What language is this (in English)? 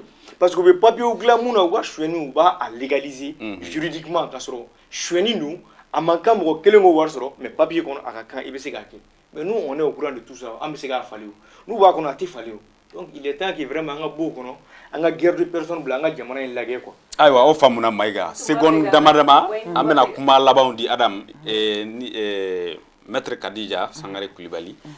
Bambara